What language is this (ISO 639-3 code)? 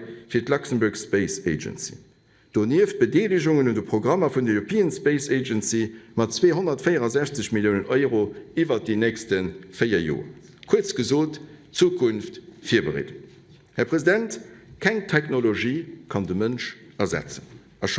ltz